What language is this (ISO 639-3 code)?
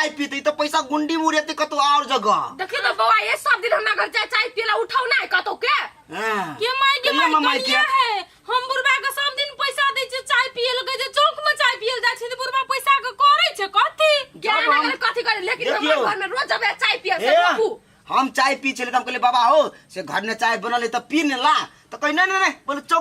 mai